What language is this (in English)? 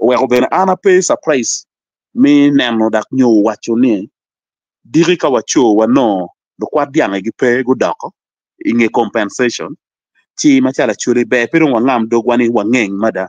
Acoli